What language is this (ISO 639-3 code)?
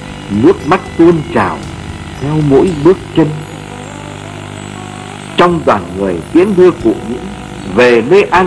vie